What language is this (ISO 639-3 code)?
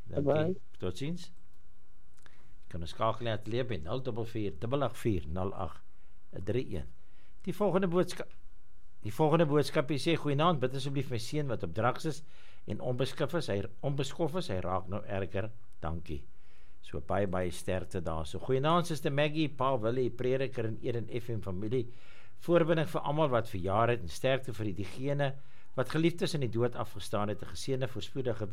afr